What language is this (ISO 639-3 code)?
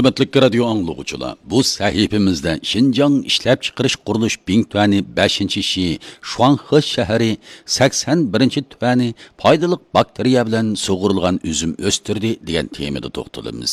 uig